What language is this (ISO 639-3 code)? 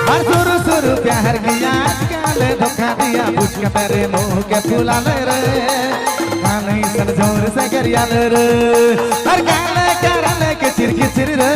sck